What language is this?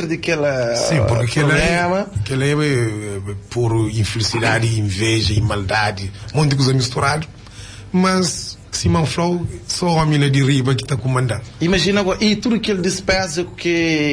Kabuverdianu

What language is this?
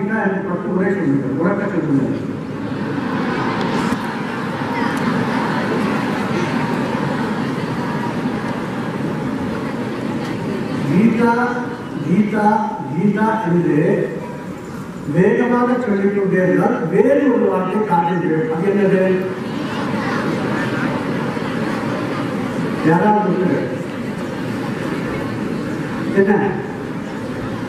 Tamil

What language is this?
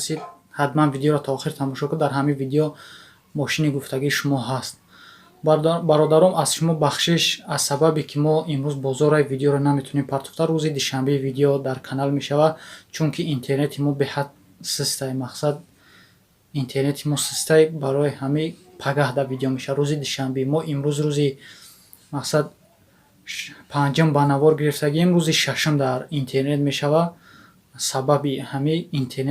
Tajik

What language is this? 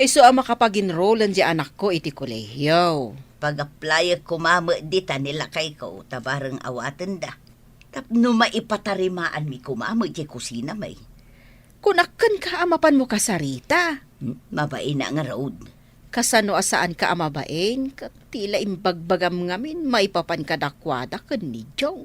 Iloko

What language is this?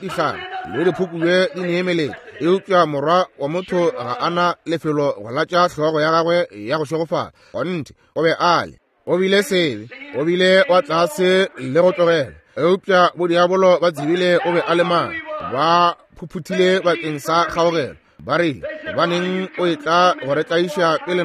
Northern Sotho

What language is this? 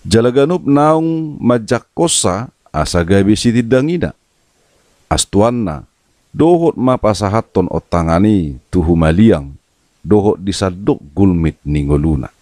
Batak Toba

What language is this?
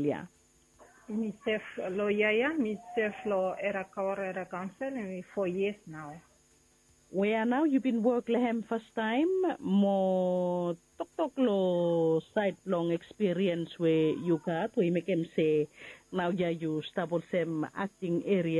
Bislama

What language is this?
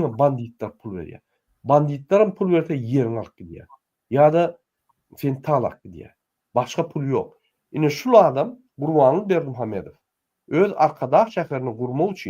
Turkmen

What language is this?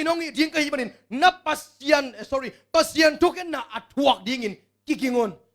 Tedim Chin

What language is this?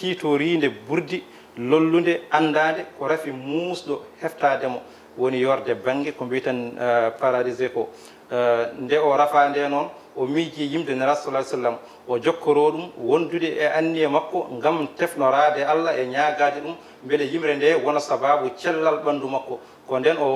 Fula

